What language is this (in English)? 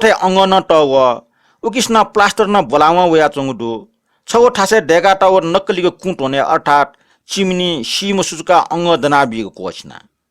Newari